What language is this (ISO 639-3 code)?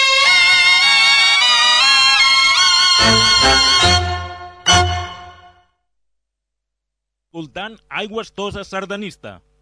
cat